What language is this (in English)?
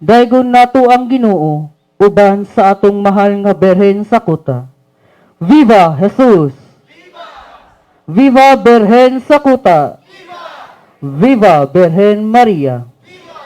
Cebuano